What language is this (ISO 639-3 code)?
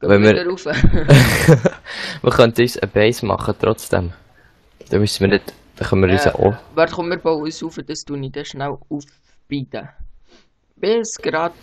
gsw